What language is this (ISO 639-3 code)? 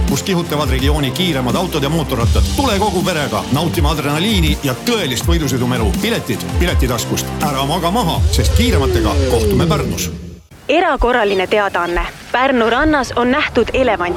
est